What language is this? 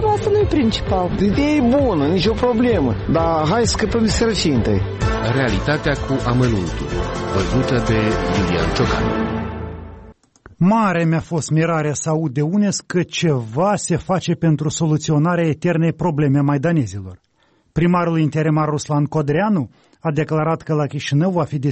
Romanian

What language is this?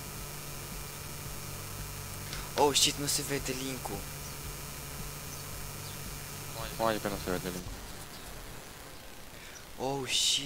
Romanian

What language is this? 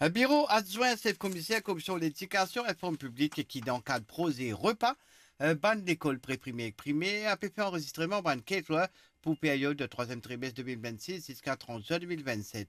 Morisyen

